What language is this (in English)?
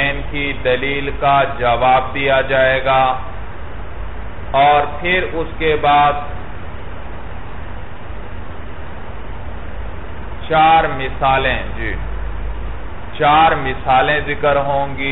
Urdu